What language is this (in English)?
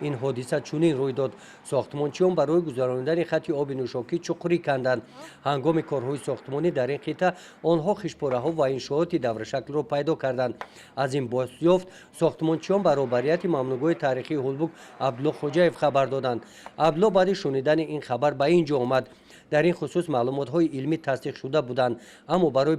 Tajik